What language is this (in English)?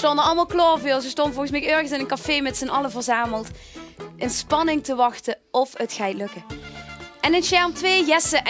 Limburgish